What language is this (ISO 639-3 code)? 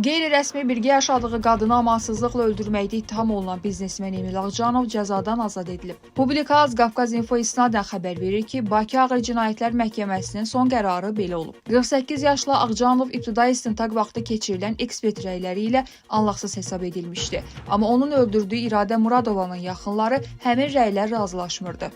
aze